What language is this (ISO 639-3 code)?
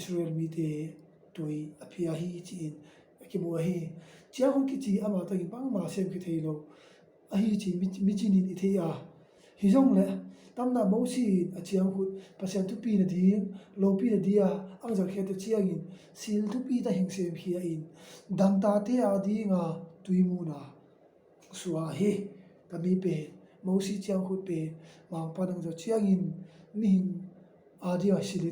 ctd